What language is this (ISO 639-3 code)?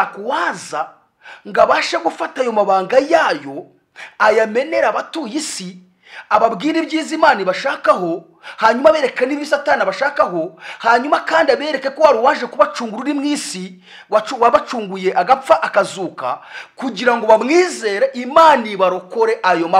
kin